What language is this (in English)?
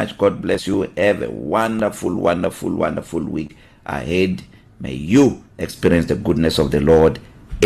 English